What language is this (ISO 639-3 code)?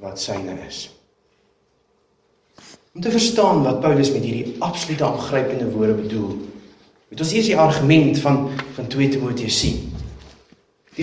afr